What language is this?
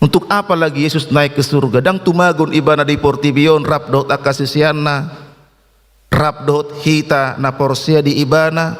Batak Toba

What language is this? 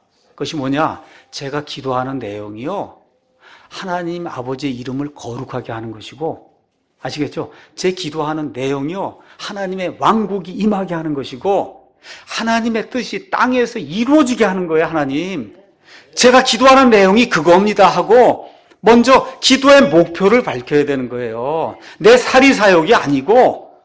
Korean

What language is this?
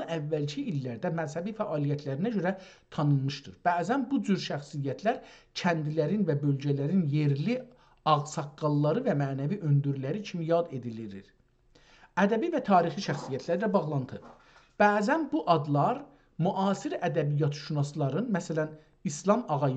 South Azerbaijani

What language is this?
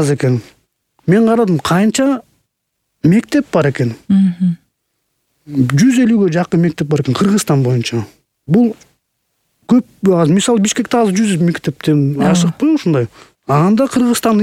Kyrgyz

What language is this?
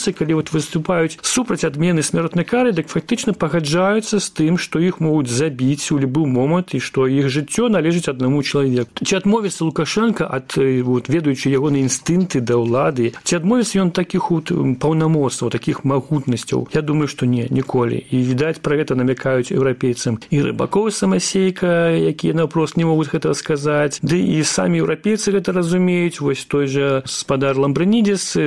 Belarusian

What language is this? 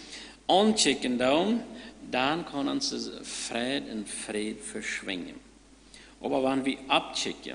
Plautdietsch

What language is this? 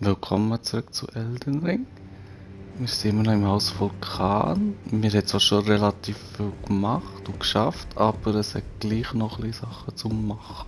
Swiss German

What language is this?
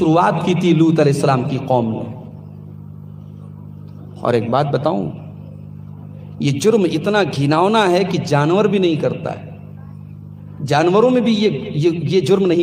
Urdu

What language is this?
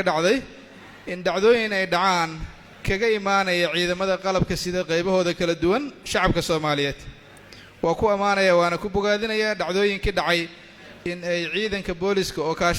Somali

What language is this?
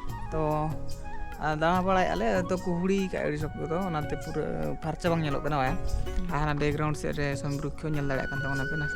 Santali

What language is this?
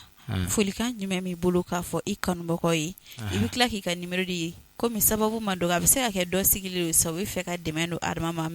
Bambara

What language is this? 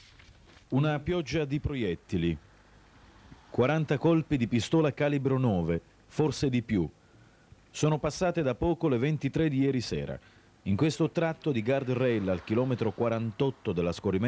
Italian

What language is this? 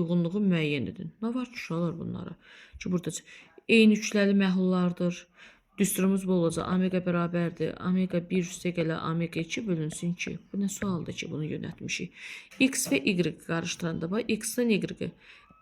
Azerbaijani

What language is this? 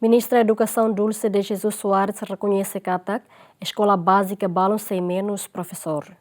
Tetum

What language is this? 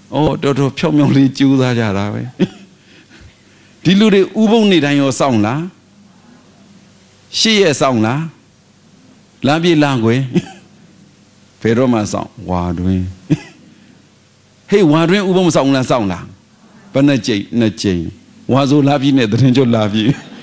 Burmese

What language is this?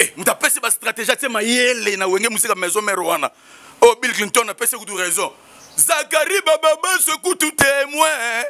Lingala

